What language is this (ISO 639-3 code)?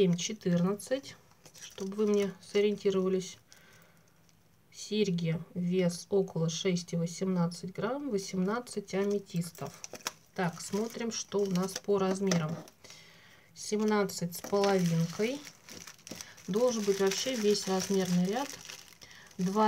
rus